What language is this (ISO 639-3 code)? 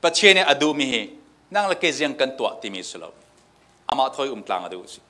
cfm